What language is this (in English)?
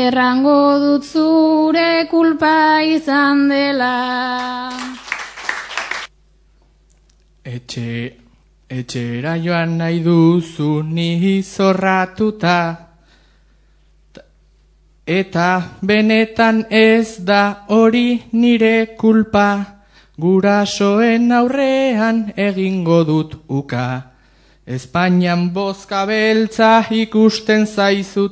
Basque